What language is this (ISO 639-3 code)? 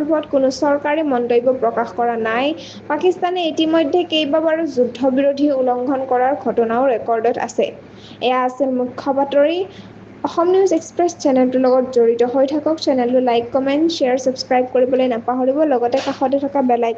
asm